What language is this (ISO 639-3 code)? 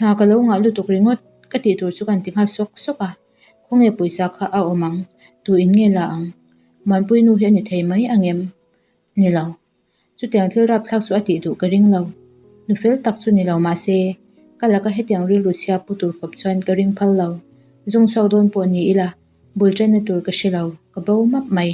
lus